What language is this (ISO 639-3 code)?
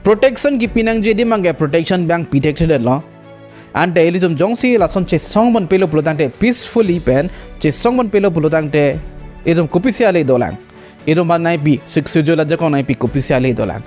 mjw